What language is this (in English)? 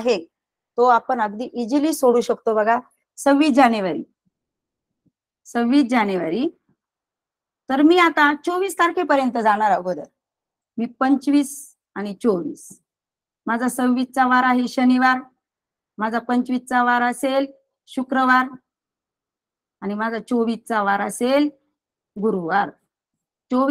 Marathi